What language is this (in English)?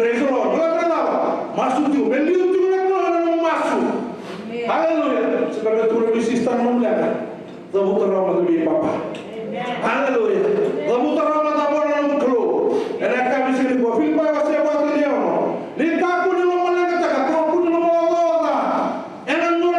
Fijian